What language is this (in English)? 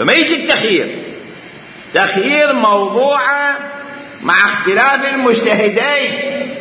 Mesopotamian Arabic